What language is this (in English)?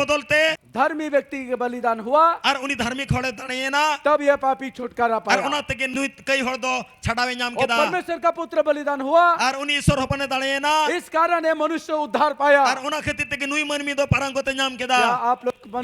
Santali